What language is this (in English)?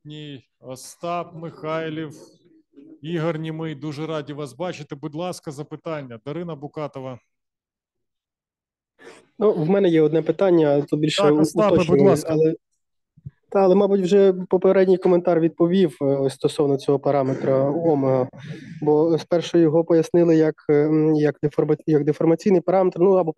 Ukrainian